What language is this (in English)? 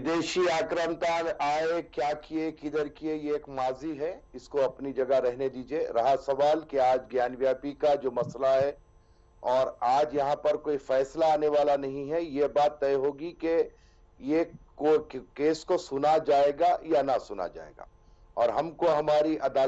Hindi